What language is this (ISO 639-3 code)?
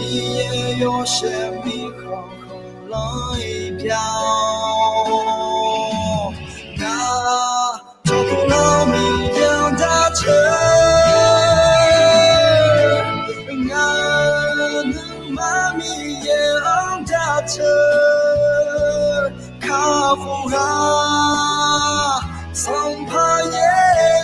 ahk